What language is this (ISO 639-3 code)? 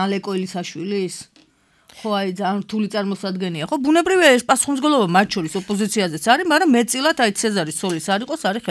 kat